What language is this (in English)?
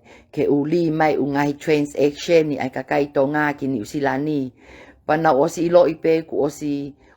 Tongan